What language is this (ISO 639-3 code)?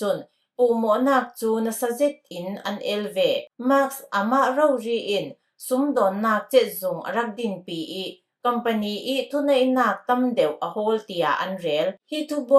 cfm